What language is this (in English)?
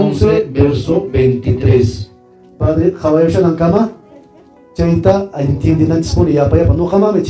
Quechua